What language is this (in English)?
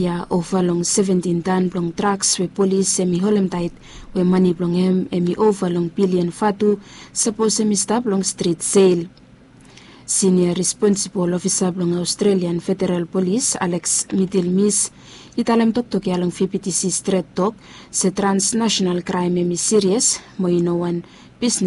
Bislama